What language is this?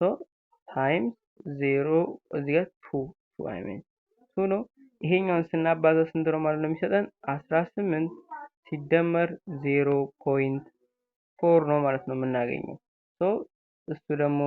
Amharic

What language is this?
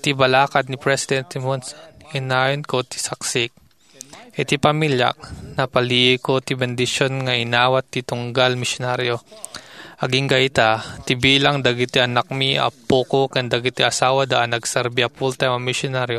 Iloko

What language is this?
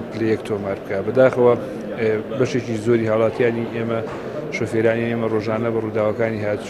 Central Kurdish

